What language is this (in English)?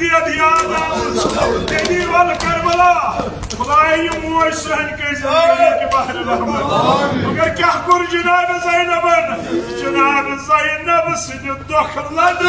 Kashmiri